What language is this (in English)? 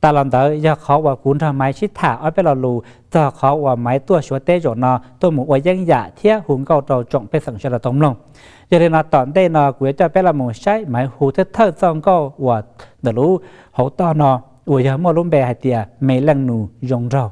Hmong